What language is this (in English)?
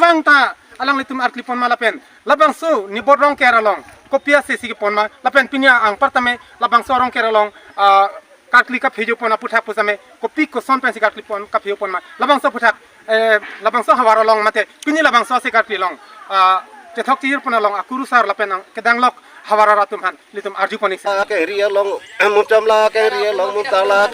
Karbi